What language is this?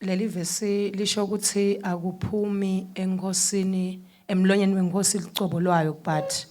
Zulu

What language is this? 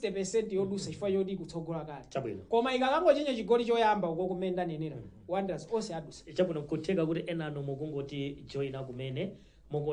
Nyanja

